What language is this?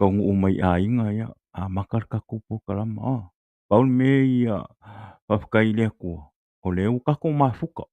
Samoan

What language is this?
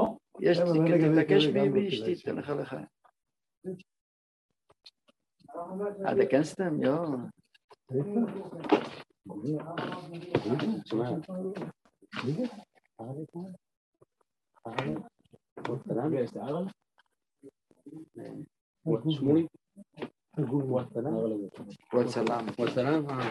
Hebrew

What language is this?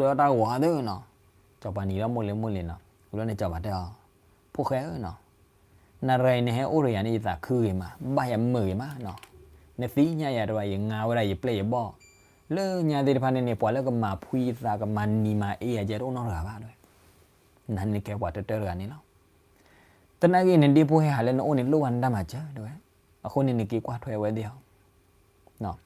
S'gaw Karen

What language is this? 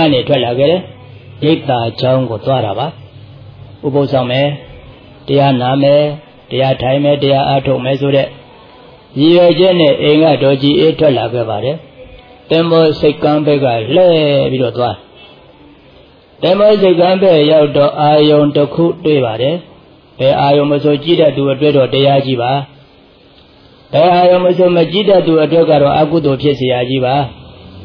Burmese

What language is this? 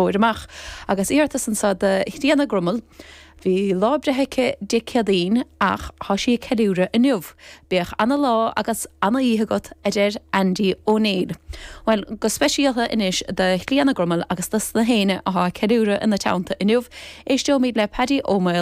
Irish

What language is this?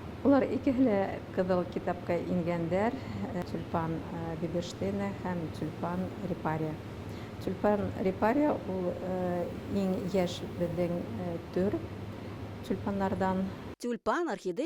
Bashkir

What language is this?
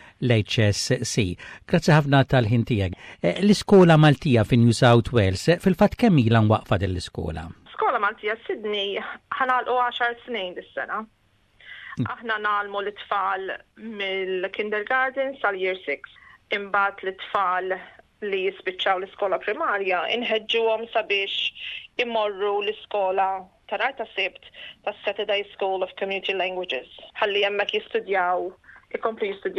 Maltese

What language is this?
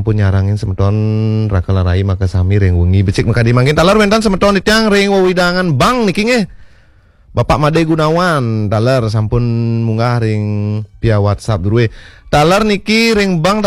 Balinese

